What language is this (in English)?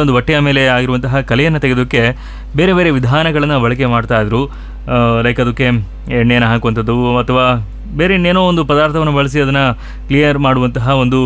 Kannada